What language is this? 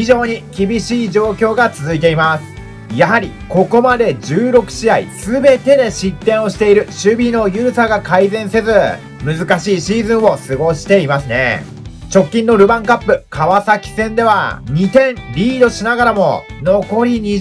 Japanese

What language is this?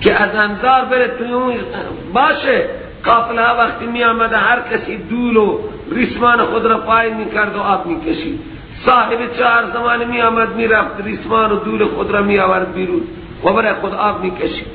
Persian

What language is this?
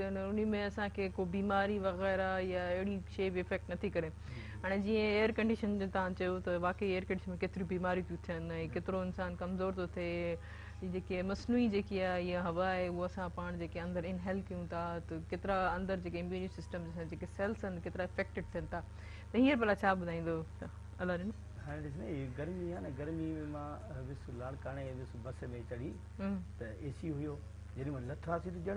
Sindhi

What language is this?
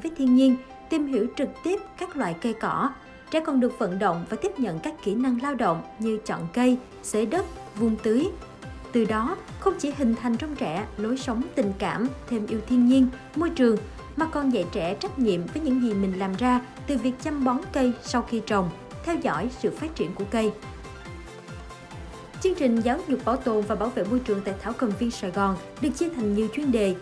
Vietnamese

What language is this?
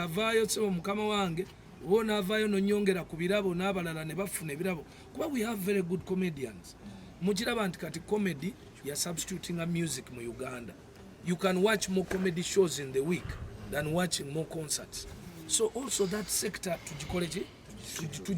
Ganda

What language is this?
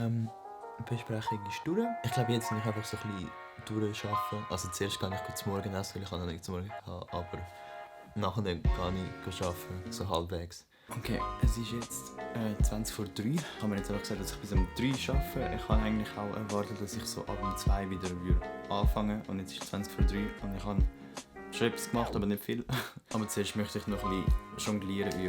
Swiss German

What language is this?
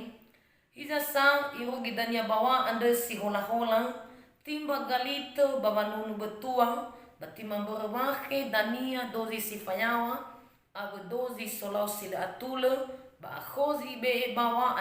Nias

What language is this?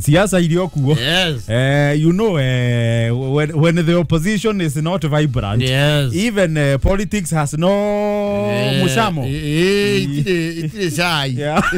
Kikuyu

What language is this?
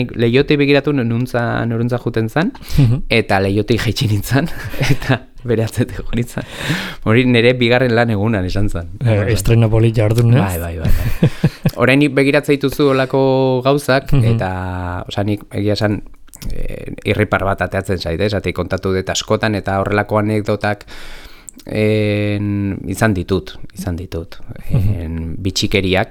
Basque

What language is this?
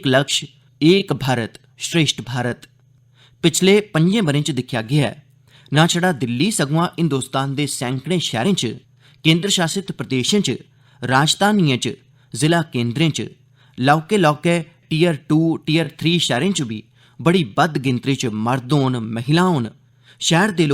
Dogri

